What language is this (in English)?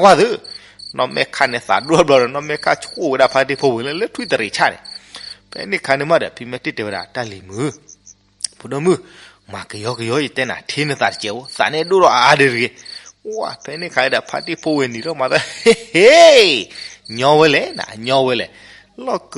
S'gaw Karen